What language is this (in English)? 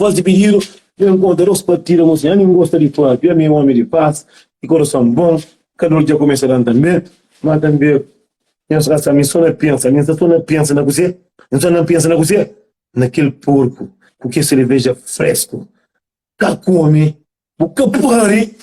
Kabuverdianu